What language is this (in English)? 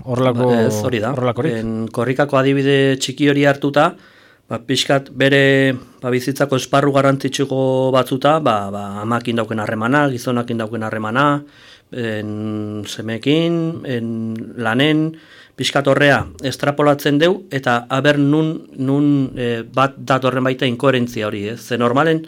Basque